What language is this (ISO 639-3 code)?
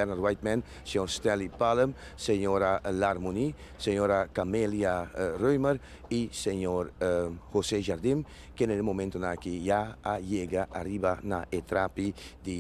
pap